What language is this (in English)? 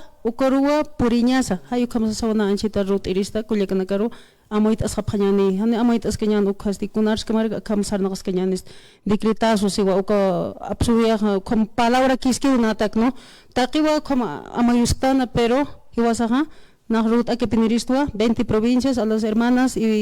Aymara